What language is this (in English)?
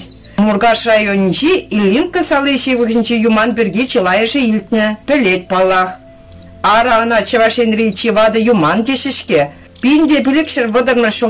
Chuvash